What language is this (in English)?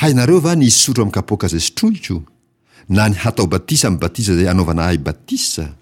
Malagasy